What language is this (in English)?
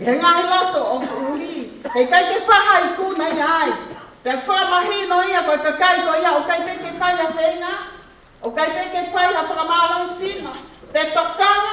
Tongan